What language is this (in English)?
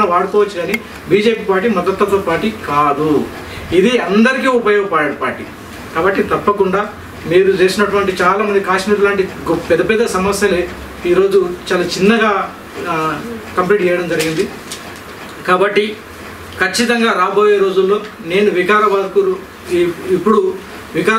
Telugu